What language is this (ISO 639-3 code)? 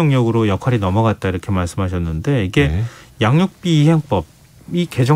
kor